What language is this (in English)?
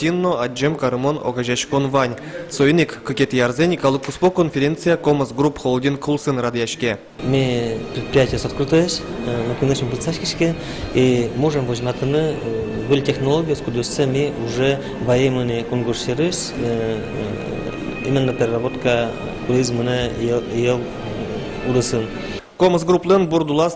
Udmurt